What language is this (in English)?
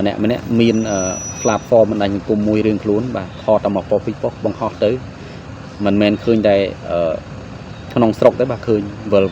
Khmer